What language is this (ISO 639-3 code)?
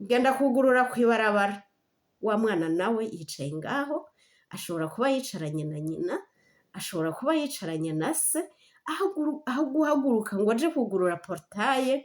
run